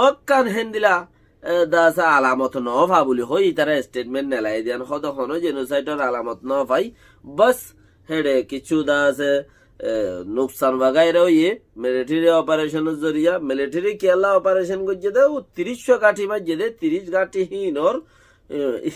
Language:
Rohingya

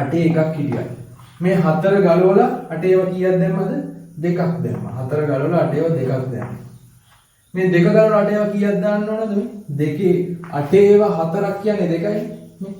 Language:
Sinhala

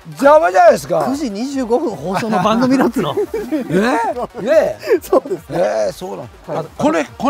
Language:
Japanese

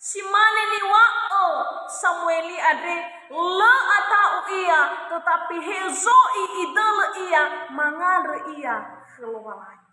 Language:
Nias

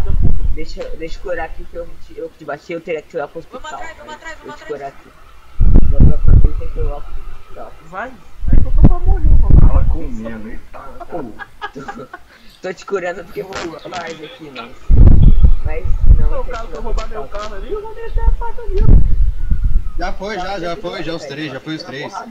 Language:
Portuguese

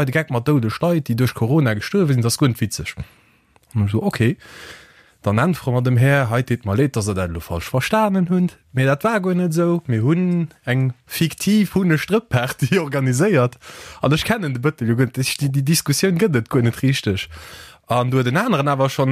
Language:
Luxembourgish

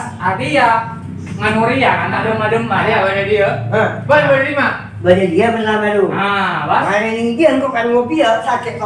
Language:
Madurese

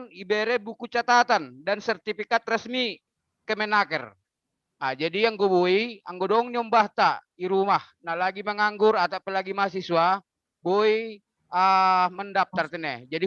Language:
Batak Simalungun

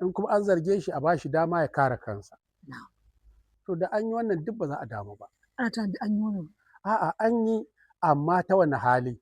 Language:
Hausa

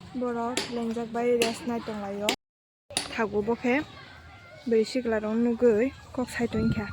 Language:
Kok Borok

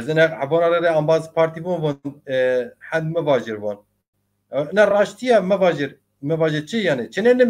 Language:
Zaza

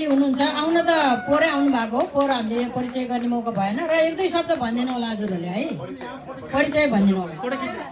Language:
Nepali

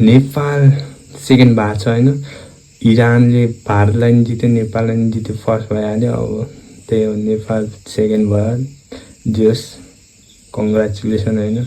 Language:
Nepali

